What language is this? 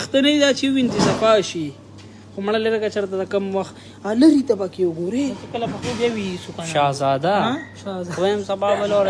Pashto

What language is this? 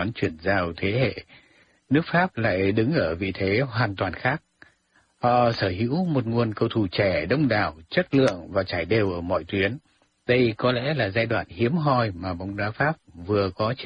Vietnamese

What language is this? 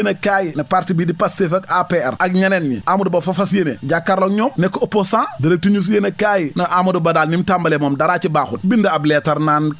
Wolof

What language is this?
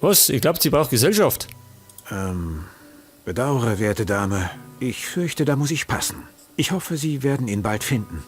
Bavarian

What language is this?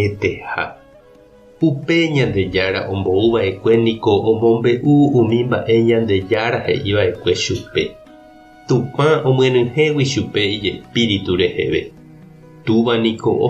Guarani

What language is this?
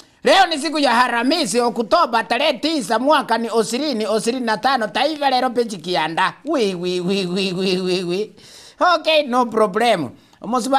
Gusii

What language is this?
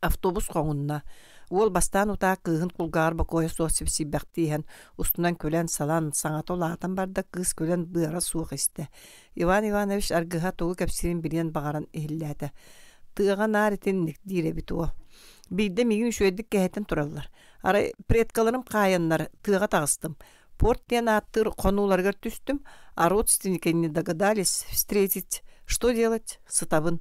Yakut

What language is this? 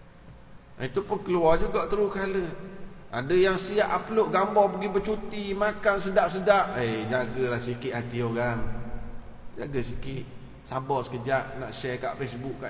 Malay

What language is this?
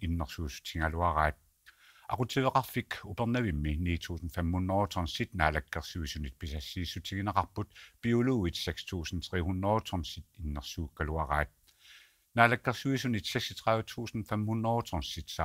Kalaallisut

